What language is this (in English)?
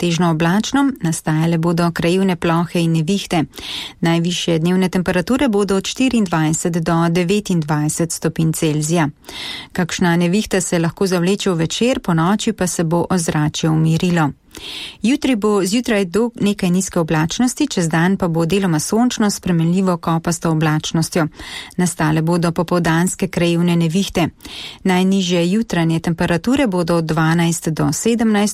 Slovenian